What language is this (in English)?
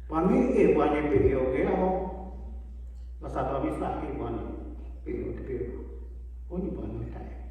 S'gaw Karen